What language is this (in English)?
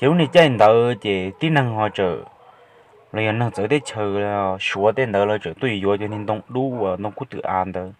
Hmong